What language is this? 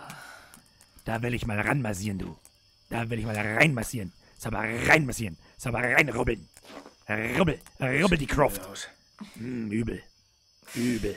Bavarian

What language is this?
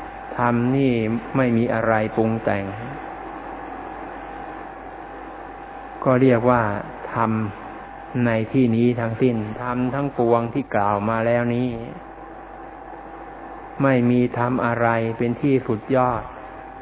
Thai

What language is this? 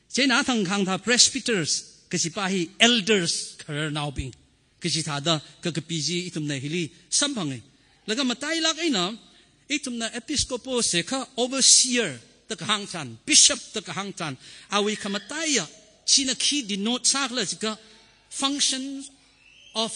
Tangkhul Naga (India)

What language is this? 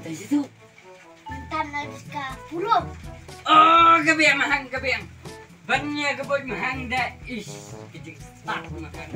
Khasi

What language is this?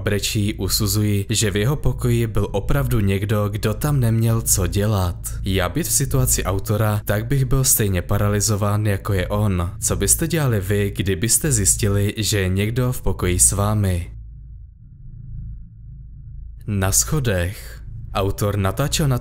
Czech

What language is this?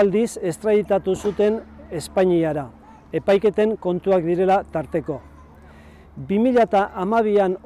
Basque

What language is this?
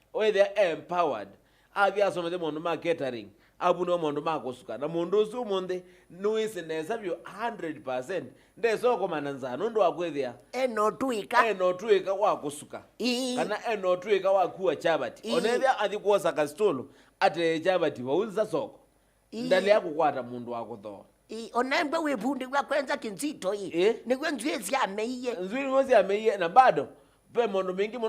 Kamba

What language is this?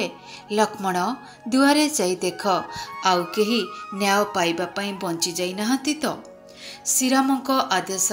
Odia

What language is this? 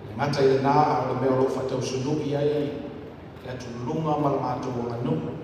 Samoan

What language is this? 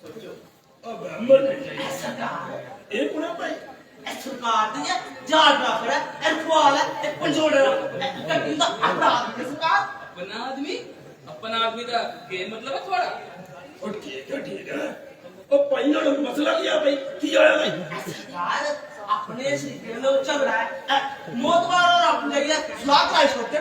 Dogri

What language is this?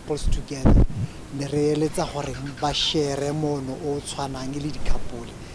Tswana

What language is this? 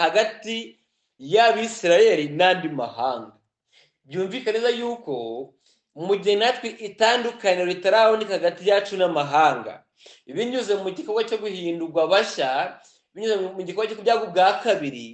Kinyarwanda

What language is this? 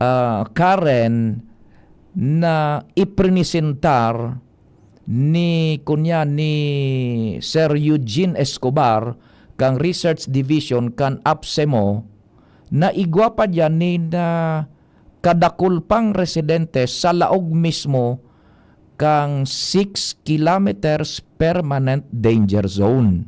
Bikol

